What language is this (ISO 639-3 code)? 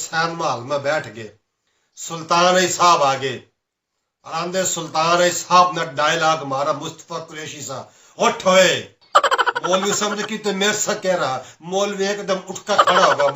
bgc